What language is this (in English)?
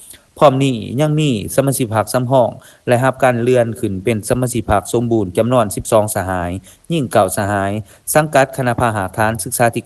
Lao